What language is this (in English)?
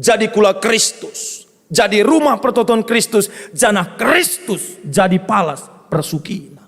Batak Karo